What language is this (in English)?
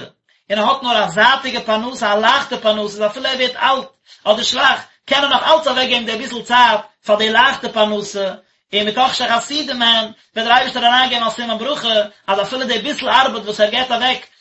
Yiddish